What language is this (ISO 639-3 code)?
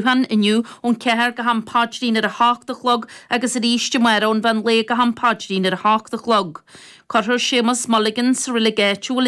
gle